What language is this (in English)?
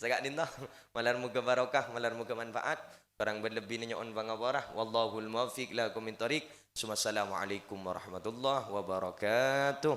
Madurese